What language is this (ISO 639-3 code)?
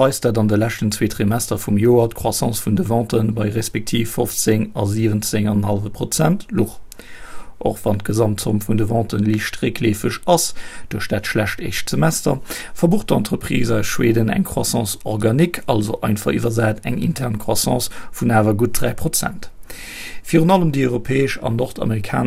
ltz